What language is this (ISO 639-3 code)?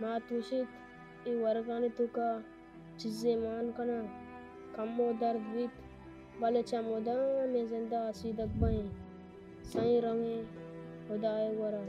bal